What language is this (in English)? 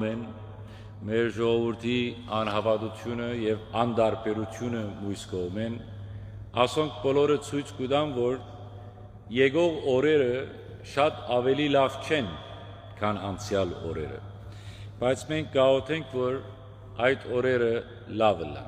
Western Armenian